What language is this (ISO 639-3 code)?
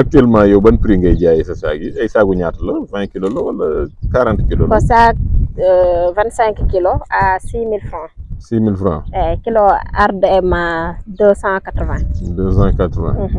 wol